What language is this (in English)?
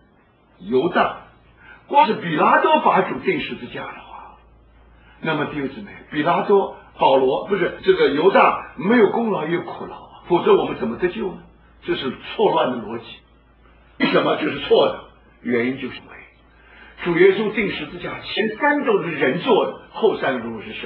Chinese